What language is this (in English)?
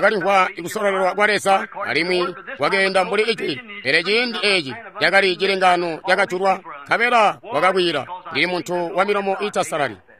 Tonga (Zambia)